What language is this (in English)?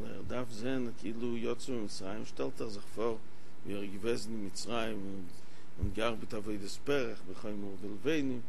Yiddish